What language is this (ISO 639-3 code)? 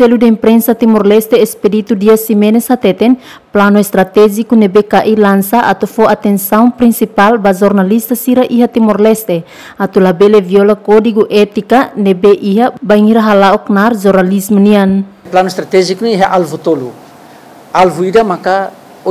tet